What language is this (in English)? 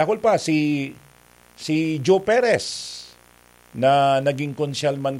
Bikol